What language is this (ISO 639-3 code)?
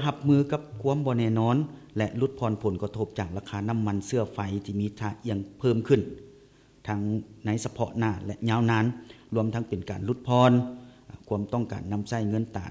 lao